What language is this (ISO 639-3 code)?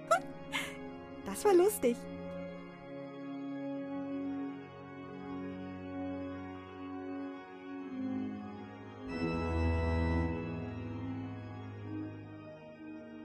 deu